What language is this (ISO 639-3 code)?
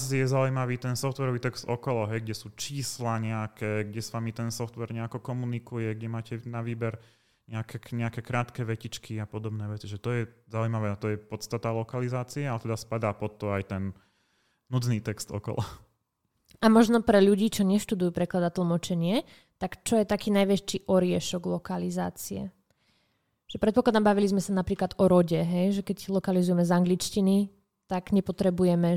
slk